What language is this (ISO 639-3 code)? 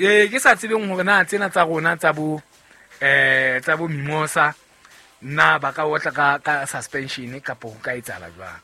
sot